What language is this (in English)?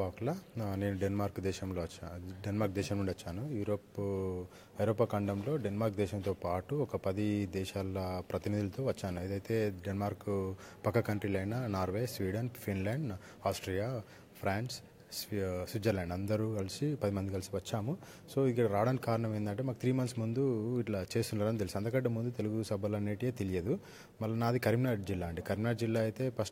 Telugu